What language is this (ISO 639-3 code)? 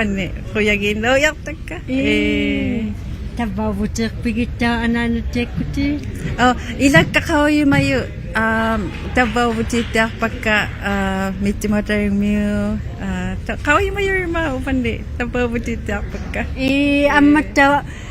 iku